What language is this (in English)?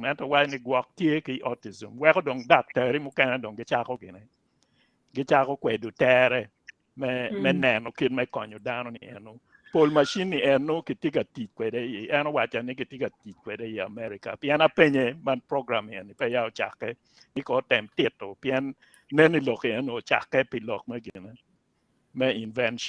Acoli